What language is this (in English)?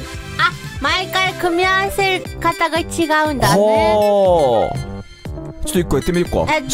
Japanese